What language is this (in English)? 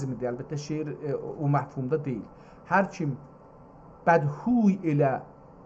South Azerbaijani